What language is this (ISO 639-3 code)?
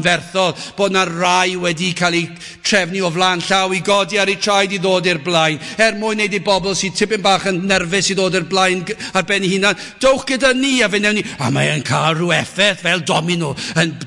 cym